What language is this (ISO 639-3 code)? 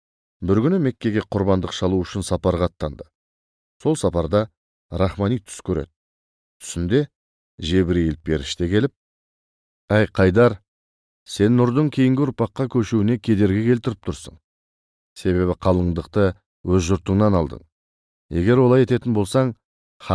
kaz